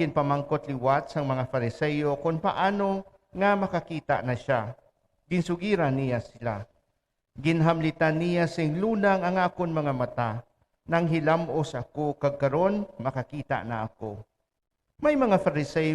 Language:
Hiligaynon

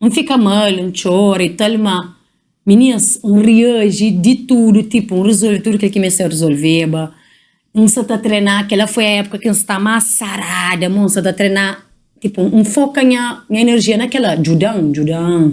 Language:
Kabuverdianu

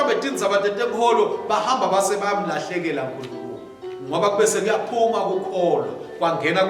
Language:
Swati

